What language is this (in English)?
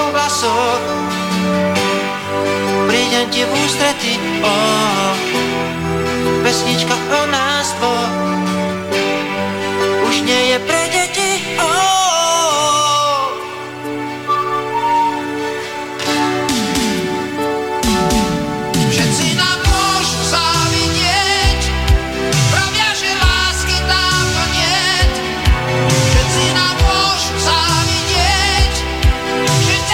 Slovak